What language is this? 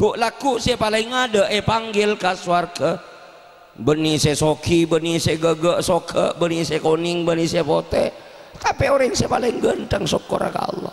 Madurese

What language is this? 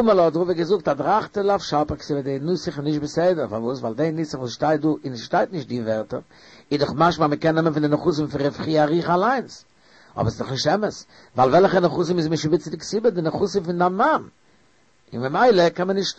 Yiddish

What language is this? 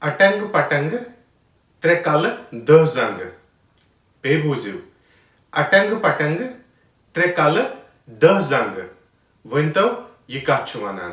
Kashmiri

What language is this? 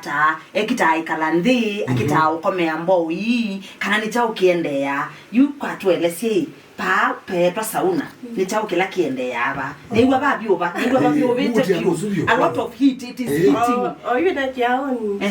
Kamba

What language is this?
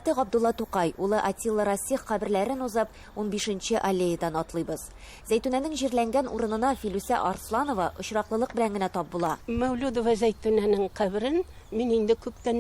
Tatar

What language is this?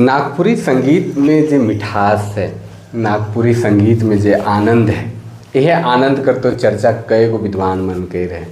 Sadri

